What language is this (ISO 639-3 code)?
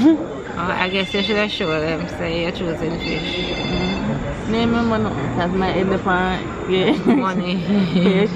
jam